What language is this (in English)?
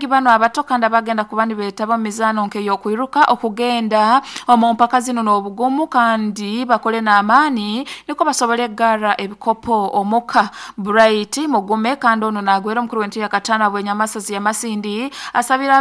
Nyoro